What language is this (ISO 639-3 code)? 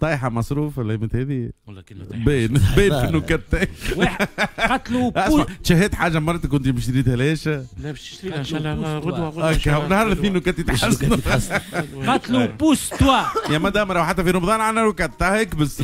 aeb